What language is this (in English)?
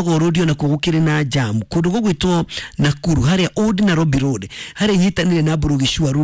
Kikuyu